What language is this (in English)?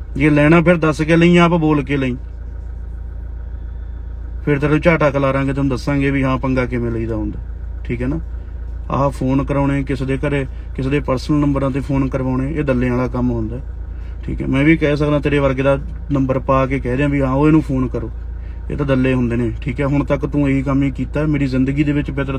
Punjabi